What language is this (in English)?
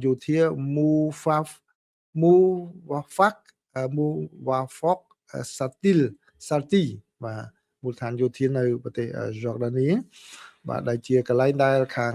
Khmer